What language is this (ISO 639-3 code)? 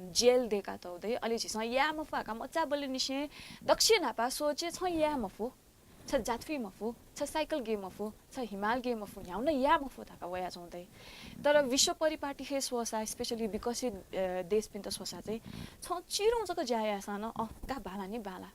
new